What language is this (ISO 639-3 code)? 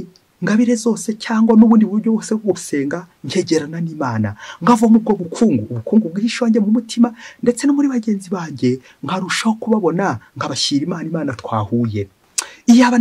kin